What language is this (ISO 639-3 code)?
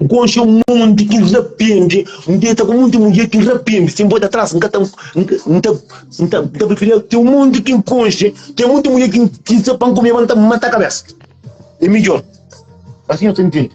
kea